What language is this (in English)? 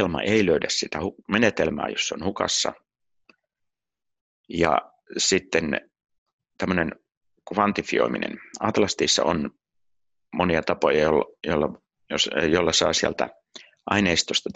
Finnish